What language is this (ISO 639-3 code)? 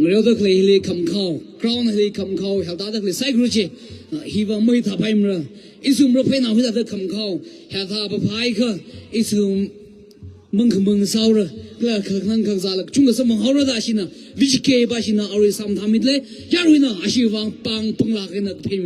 nmf